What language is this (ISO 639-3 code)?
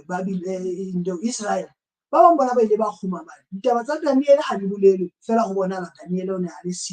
sot